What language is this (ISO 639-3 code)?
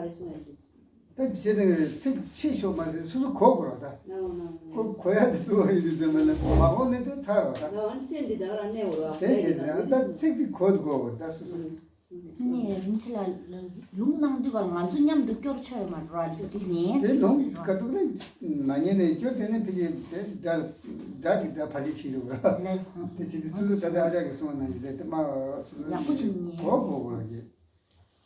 bod